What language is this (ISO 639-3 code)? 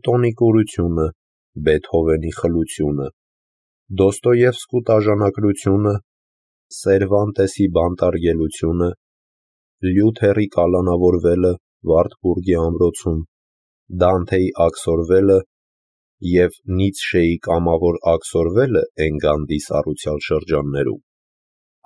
hye